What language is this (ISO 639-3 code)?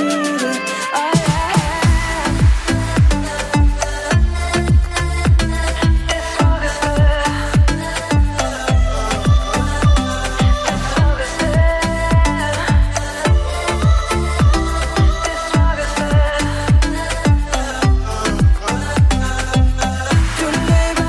dan